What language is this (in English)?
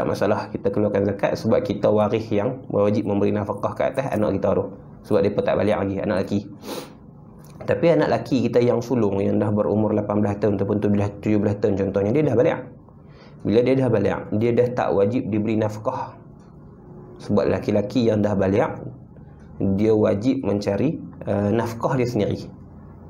Malay